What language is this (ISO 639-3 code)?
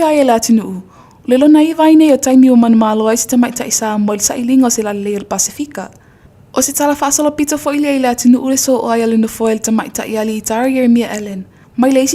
smo